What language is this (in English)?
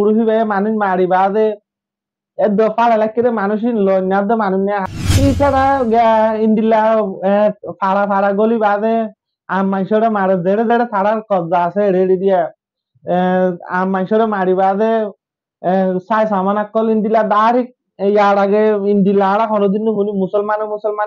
Rohingya